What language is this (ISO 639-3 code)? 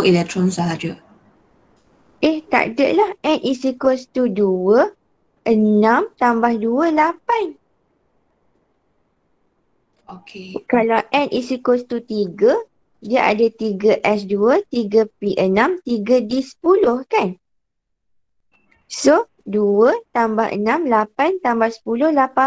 msa